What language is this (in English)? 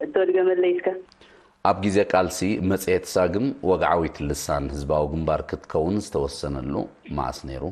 Tigrinya